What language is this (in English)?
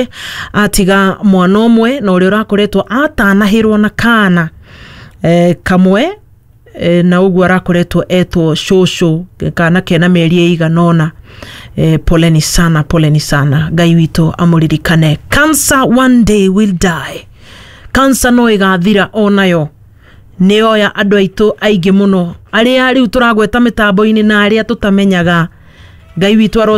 Kikuyu